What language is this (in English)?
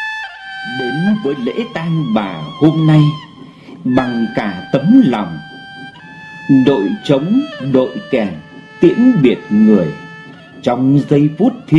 Vietnamese